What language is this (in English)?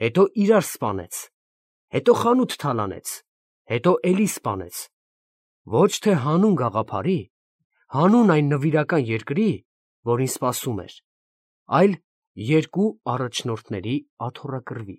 Armenian